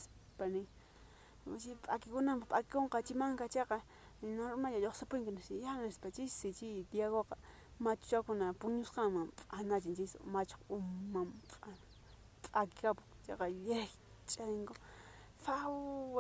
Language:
Quechua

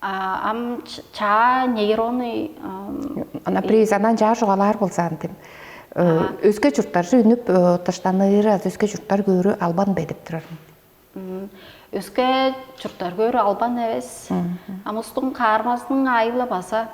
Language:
Tuvinian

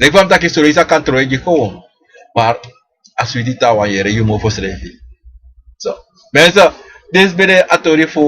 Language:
Sranan Tongo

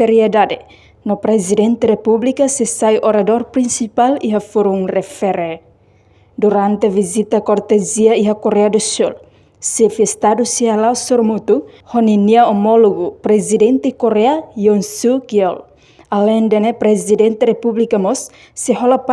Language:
Tetum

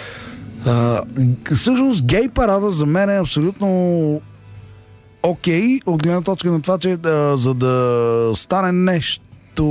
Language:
Bulgarian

